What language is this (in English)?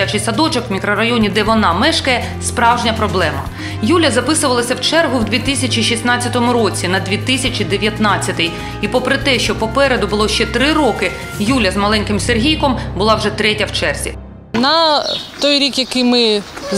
Ukrainian